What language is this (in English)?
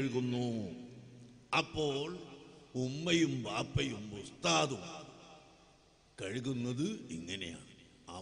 Malayalam